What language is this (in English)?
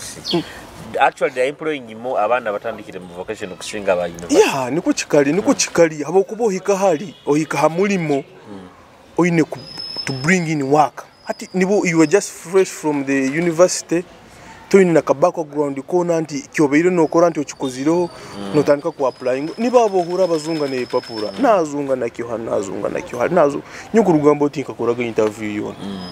Nyoro